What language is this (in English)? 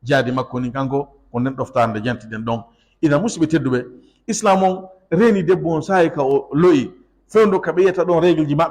Fula